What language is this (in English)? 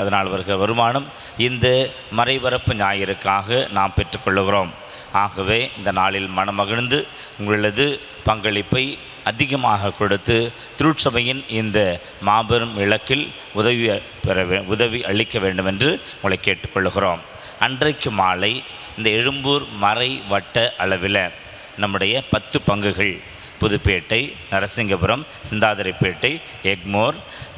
Tamil